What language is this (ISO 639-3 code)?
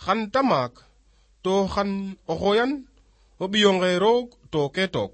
srr